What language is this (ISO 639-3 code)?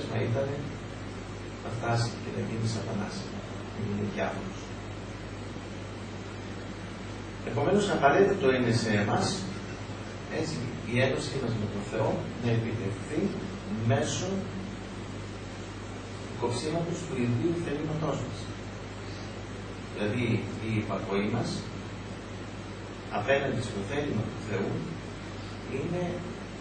ell